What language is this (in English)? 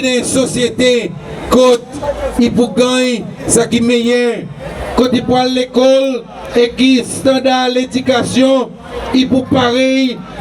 Seselwa Creole French